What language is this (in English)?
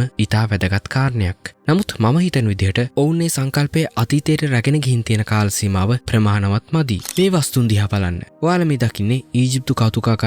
Sinhala